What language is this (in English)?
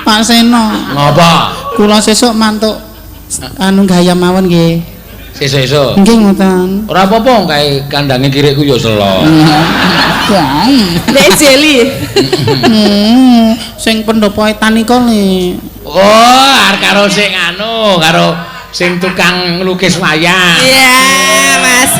Javanese